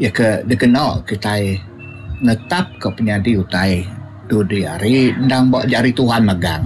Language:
Iban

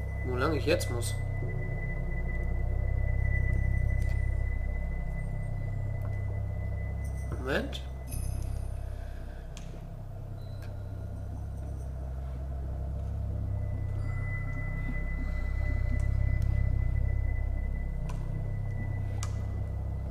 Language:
German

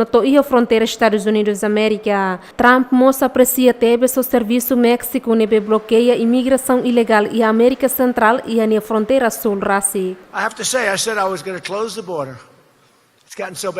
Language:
Tetum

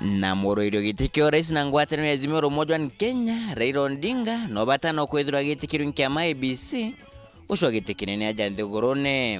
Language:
Meru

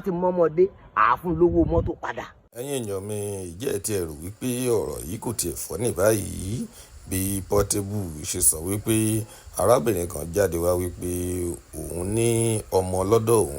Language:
Yoruba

